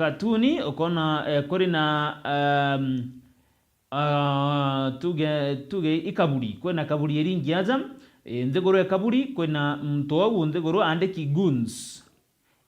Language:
Meru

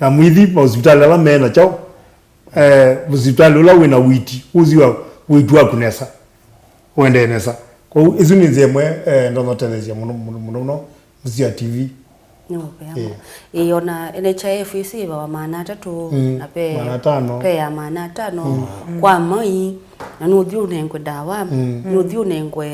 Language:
Kamba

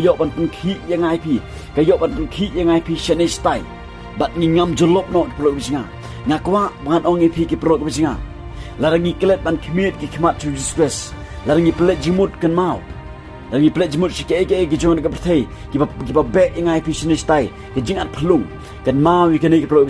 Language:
Khasi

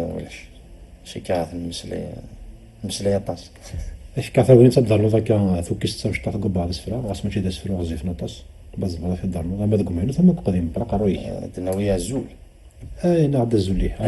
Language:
Kabyle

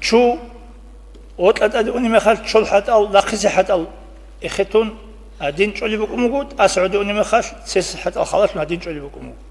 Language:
Avaric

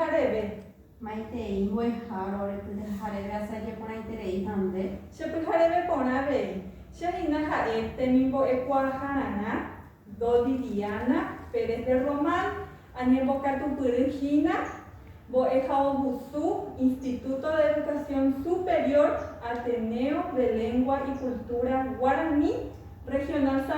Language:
Guarani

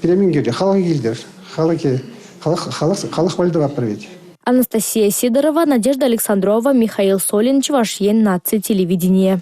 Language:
Chuvash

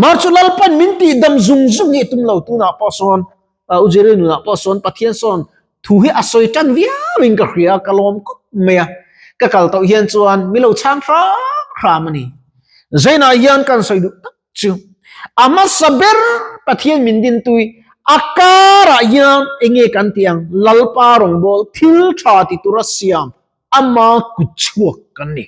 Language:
Mizo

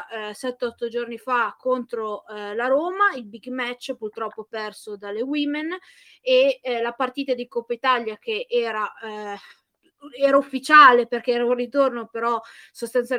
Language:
Italian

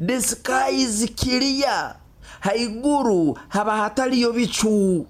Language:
Nyoro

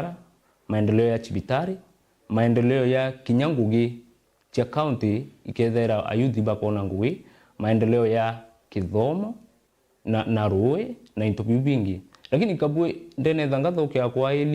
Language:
Meru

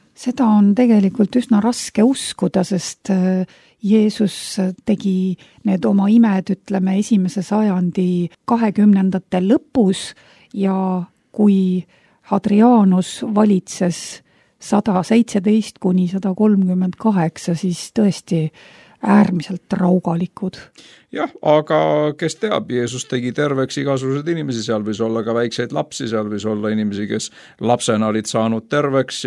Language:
Estonian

